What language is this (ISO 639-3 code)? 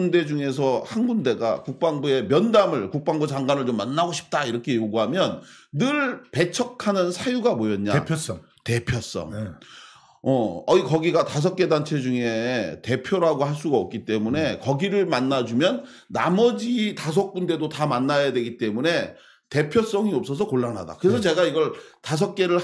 kor